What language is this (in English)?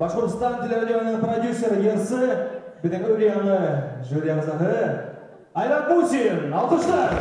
Bashkir